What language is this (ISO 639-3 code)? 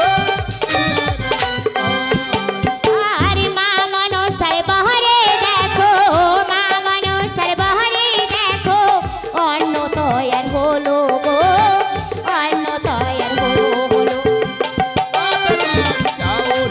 ben